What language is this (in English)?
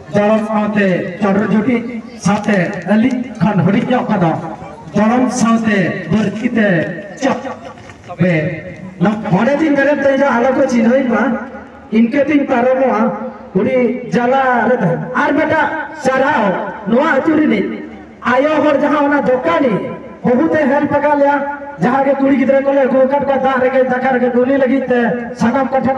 Santali